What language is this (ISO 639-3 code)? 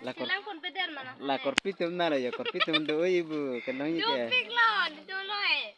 mjw